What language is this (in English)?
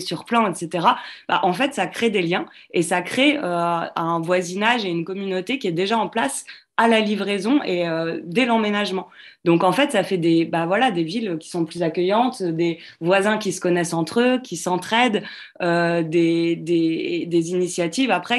French